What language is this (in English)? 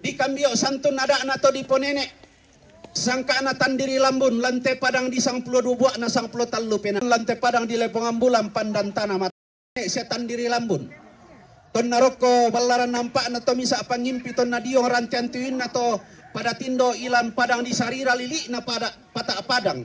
Toraja-Sa'dan